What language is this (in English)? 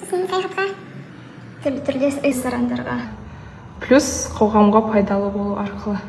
Kazakh